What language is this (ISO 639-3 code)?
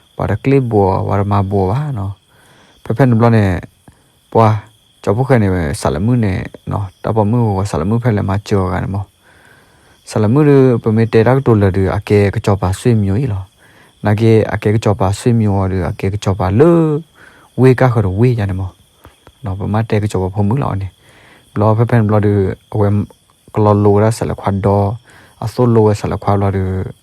ksw